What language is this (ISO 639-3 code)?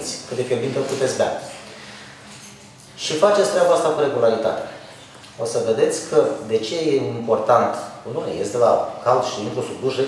ron